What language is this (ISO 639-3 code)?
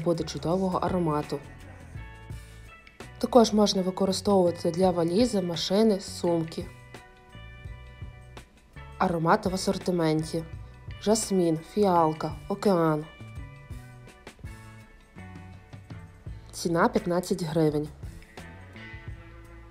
ukr